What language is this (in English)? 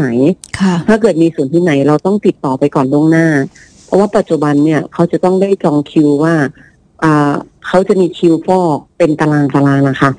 Thai